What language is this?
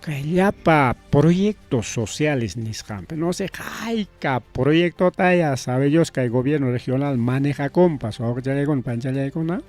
Ayacucho Quechua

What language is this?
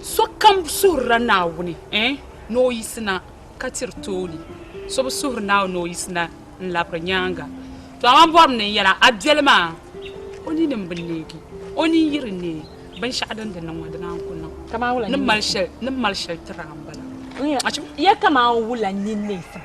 Dagbani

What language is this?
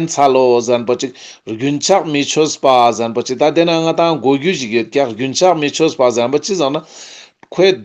Ladakhi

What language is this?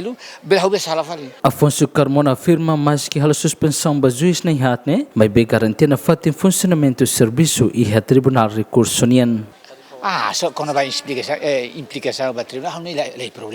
Tetum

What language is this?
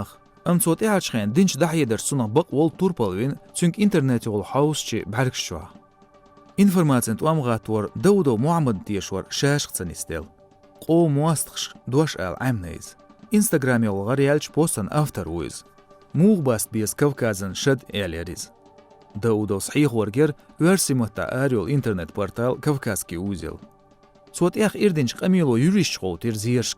Chechen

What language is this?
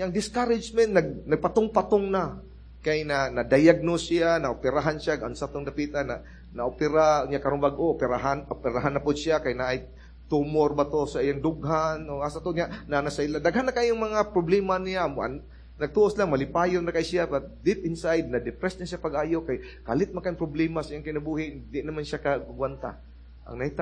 Cebuano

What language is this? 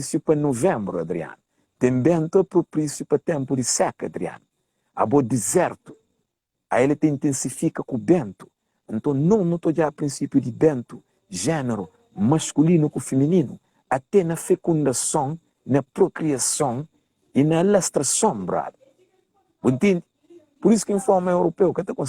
Kabuverdianu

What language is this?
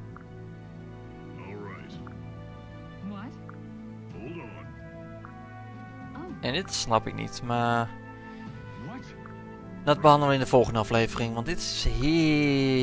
Dutch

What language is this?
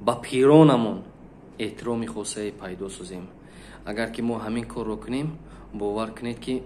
Tajik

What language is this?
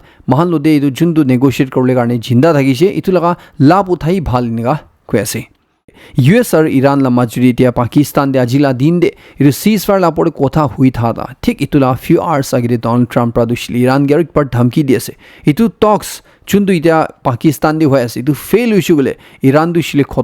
Naga Pidgin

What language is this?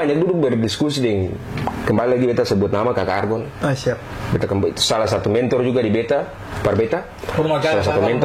Ambonese Malay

